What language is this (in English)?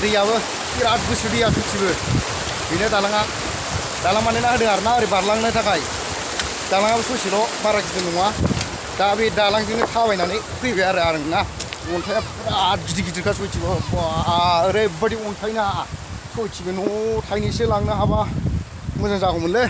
Bodo